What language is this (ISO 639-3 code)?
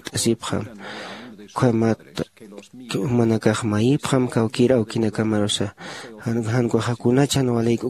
aym